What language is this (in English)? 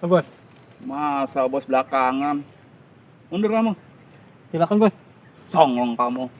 Betawi